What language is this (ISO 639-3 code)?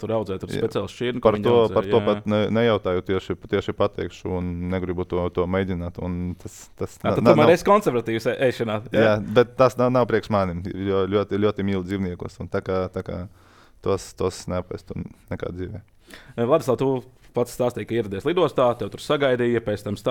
lav